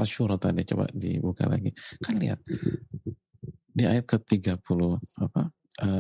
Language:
Indonesian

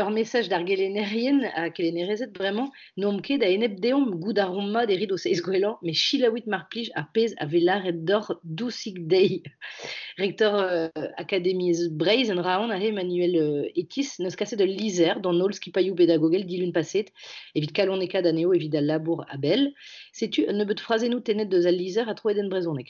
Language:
Breton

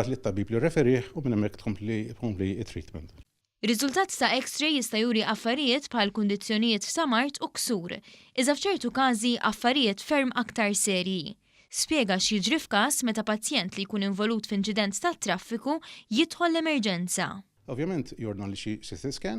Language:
Maltese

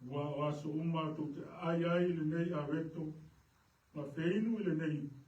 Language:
Samoan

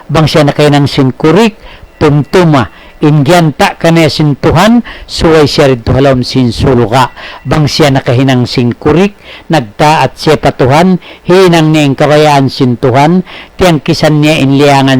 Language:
Tausug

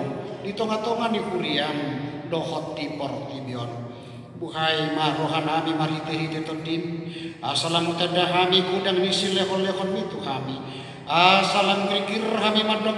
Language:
Batak Toba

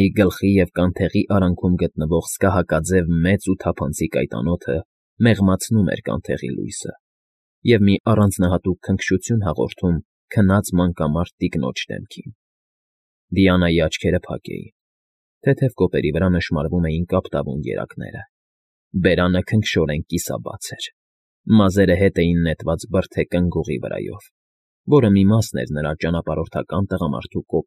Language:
Armenian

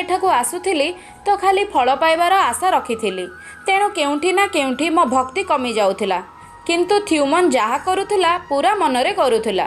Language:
Odia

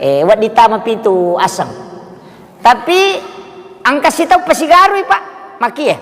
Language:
Buginese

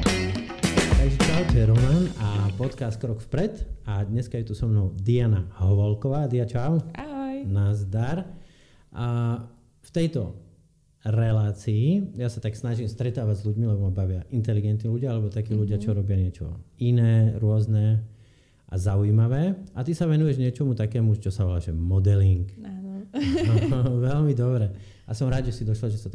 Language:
Slovak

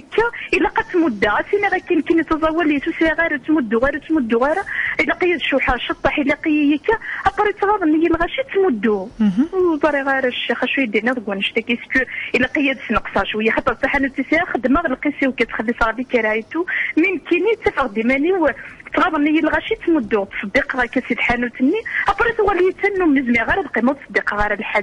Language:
Kabyle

